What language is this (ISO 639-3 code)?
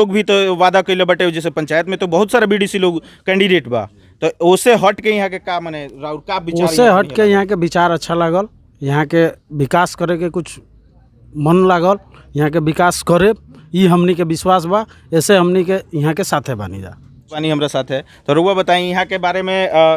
bho